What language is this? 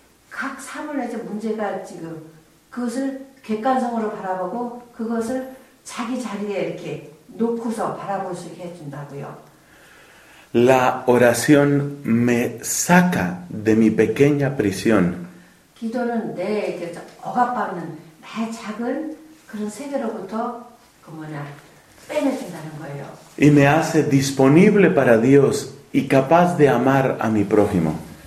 Korean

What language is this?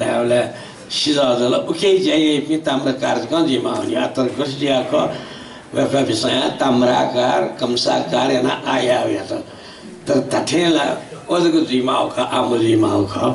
Newari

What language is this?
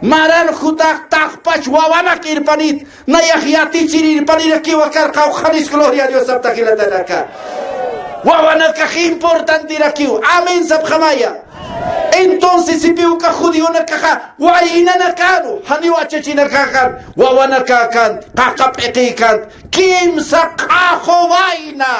Aymara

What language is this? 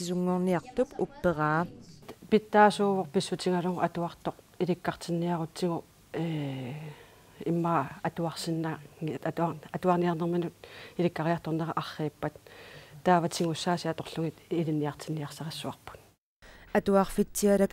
Kalaallisut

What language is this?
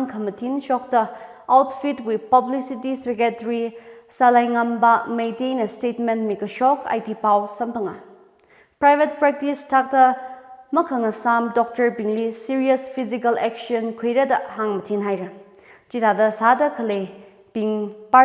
Tangkhul Naga (India)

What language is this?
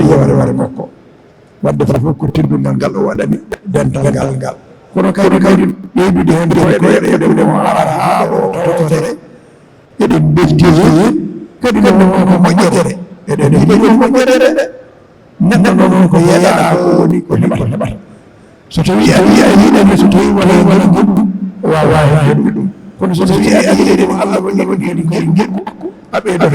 Fula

